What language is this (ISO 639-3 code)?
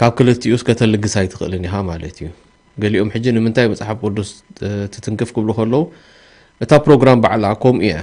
tir